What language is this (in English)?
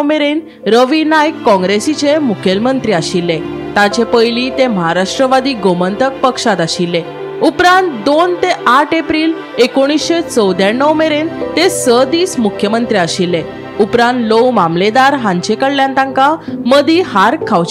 Konkani